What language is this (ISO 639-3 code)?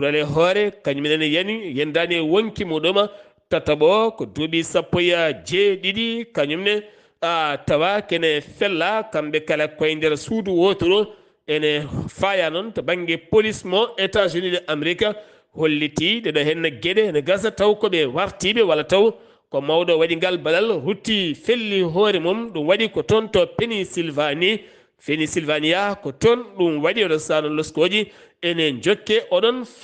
ful